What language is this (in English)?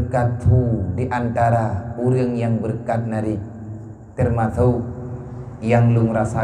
Achinese